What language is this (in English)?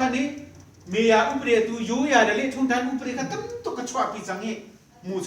Hakha Chin